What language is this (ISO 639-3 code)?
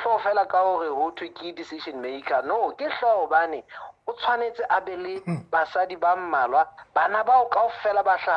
sot